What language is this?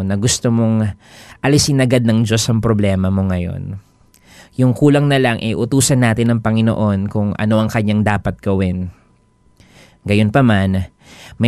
Filipino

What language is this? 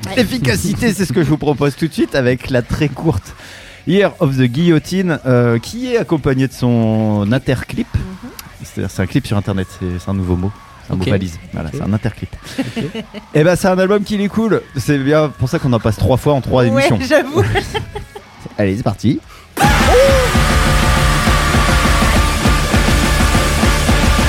French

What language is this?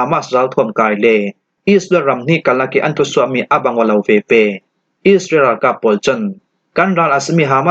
Falam Chin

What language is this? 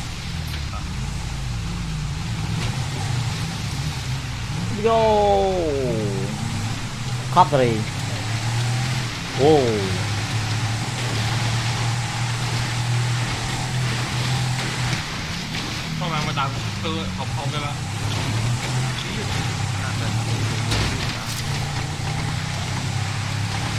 Vietnamese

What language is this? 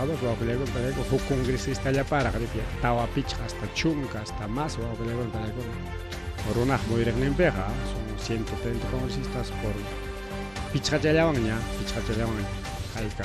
Ayacucho Quechua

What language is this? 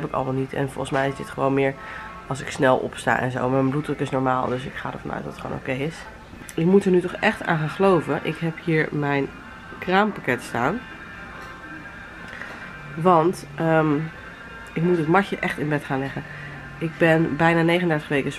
Dutch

